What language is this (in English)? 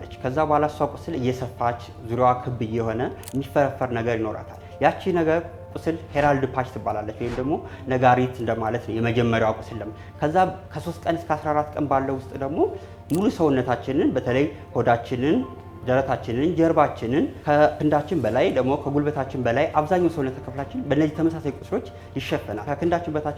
Amharic